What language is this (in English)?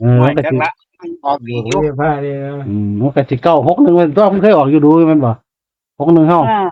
Northeastern Thai